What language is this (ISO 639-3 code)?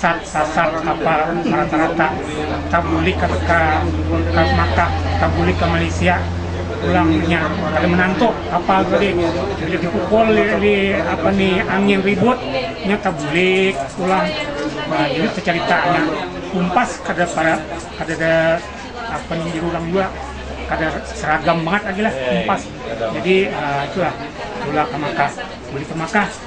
bjn